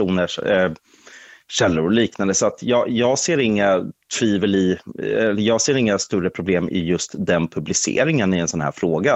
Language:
Swedish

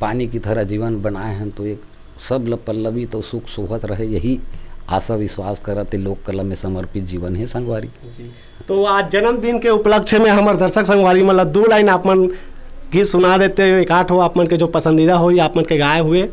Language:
Chhattisgarhi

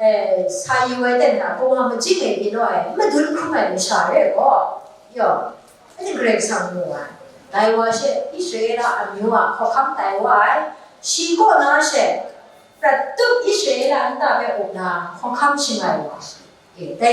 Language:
Kachin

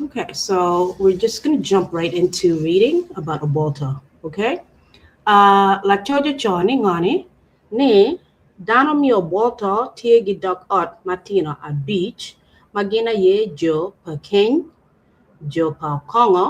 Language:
Acoli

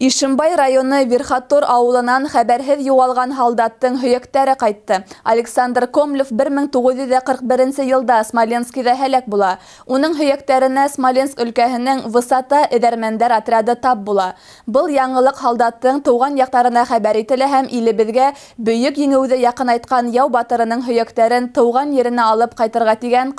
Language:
Bashkir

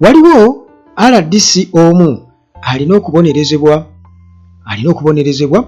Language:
Ganda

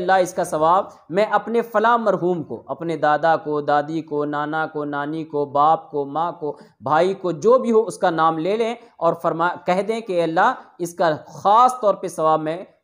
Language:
Urdu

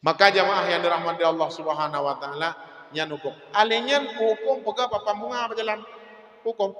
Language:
Achinese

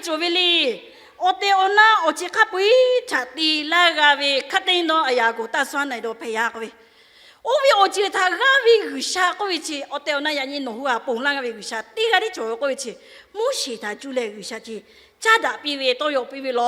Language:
Lahu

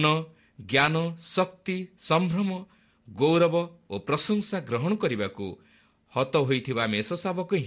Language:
Odia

